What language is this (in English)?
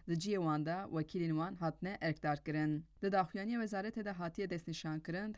Kurdish